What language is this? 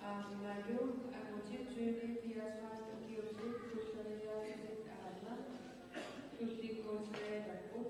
Kalaallisut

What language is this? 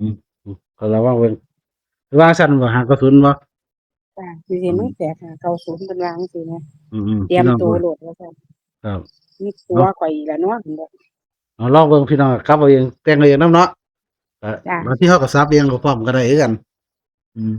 Northeastern Thai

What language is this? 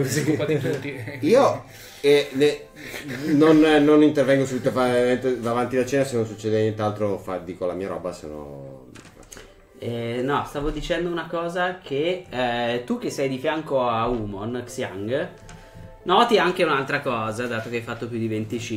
Italian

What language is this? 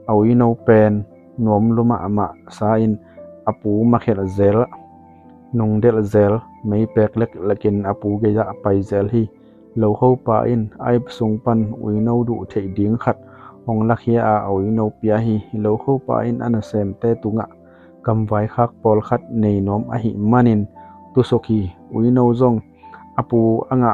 Tedim Chin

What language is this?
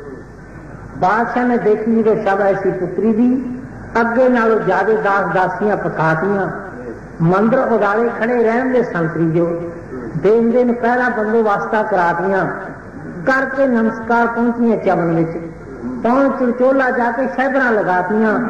Punjabi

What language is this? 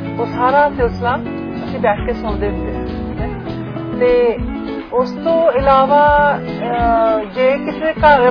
Punjabi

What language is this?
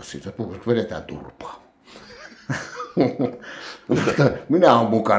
Finnish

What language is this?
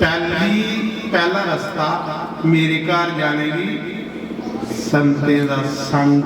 Dogri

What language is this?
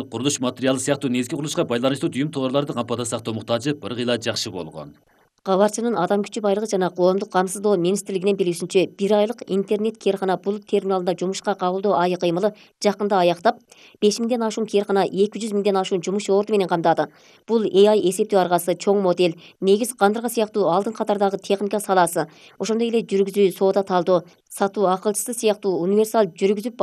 Kyrgyz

